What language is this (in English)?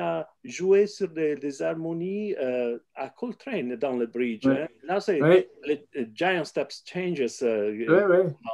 French